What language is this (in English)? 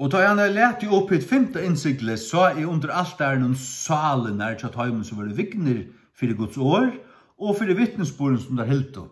Faroese